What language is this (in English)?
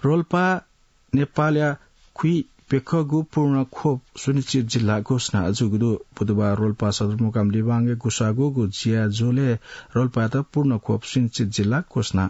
Newari